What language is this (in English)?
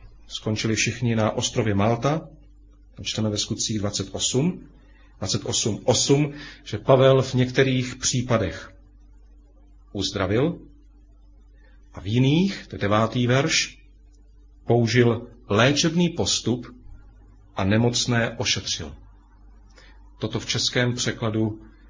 Czech